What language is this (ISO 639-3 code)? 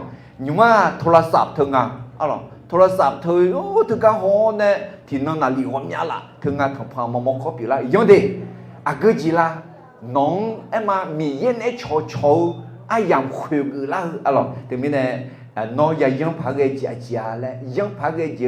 ahk